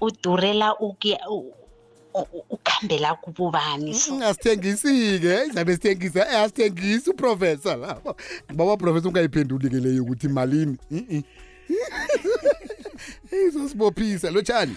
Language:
South Ndebele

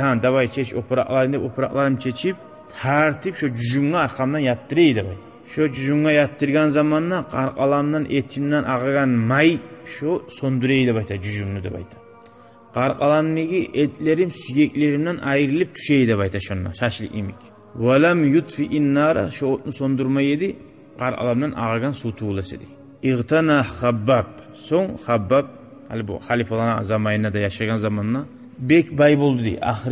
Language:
Kumyk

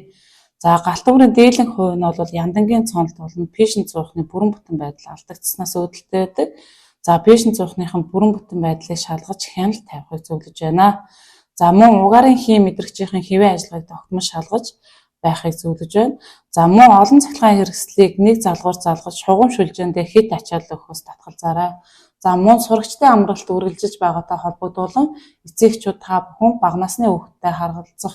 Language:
Mongolian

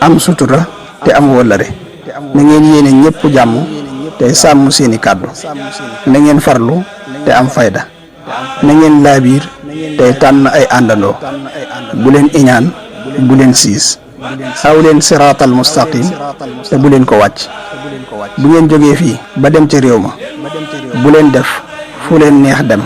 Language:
Wolof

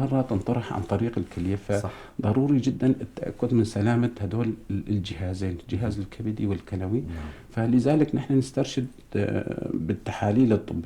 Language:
North Levantine Arabic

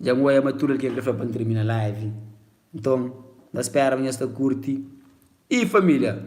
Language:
Kabuverdianu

